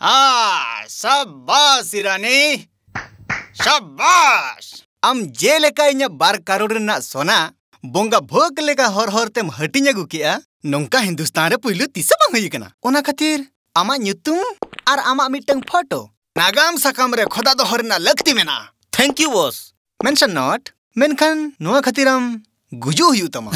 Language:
Santali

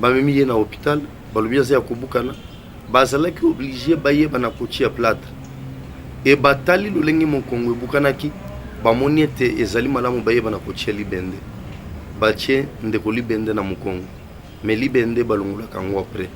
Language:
Lingala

